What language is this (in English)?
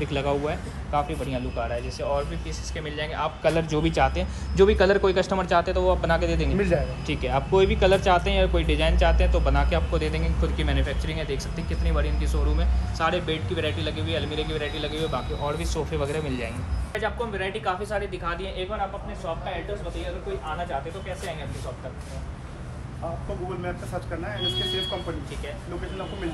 Hindi